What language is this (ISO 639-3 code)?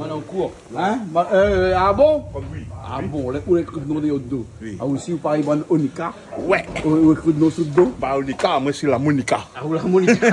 rcf